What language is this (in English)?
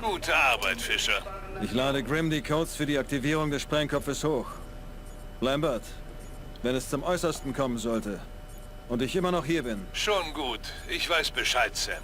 Bavarian